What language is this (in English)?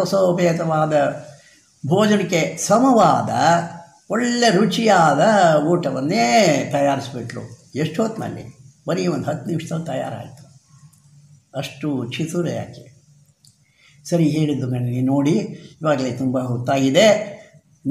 Kannada